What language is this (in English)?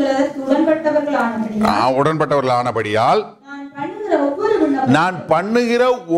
Tamil